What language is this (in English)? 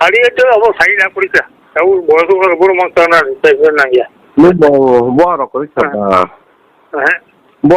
Kok Borok